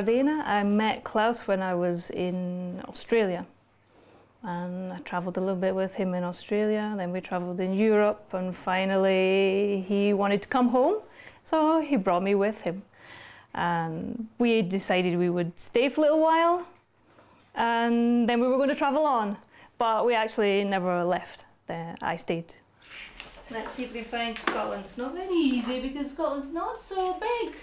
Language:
Ladin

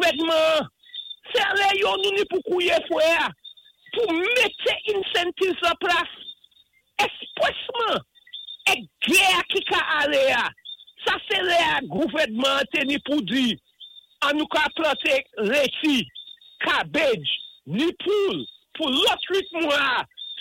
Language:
Saint Lucian Creole French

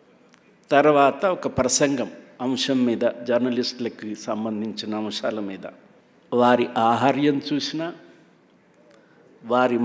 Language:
Telugu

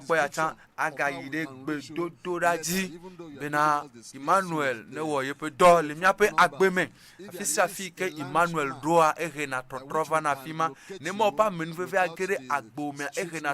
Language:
Ewe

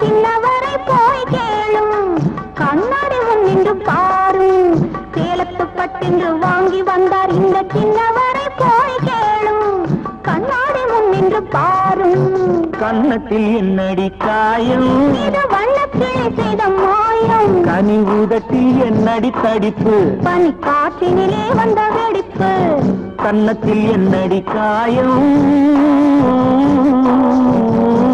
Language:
Tamil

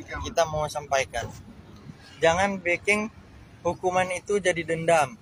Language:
Manado Malay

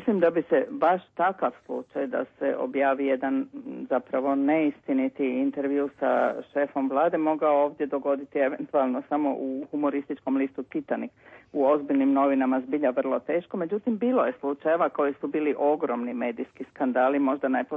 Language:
Croatian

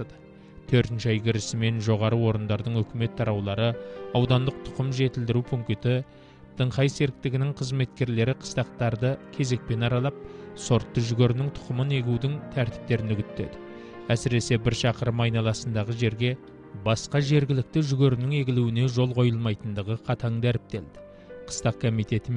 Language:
Kazakh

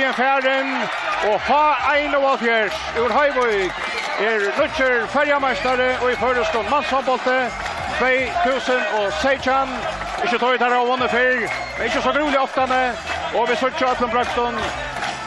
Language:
Faroese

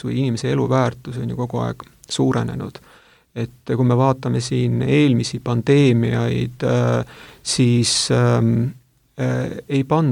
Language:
Estonian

